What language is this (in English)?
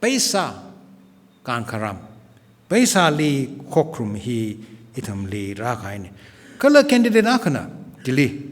Tangkhul Naga (India)